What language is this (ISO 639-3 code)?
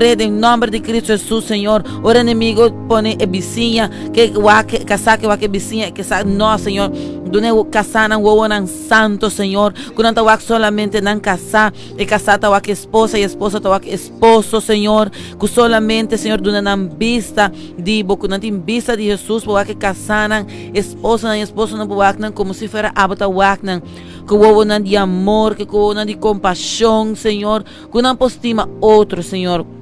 pap